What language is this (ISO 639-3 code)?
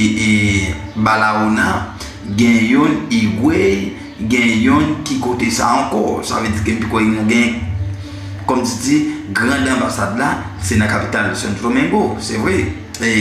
hat